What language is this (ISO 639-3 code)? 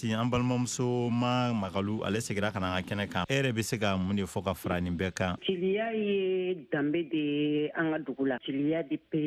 bam